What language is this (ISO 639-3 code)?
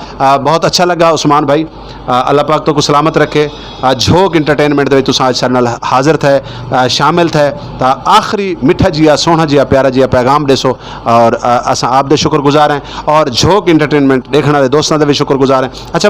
skr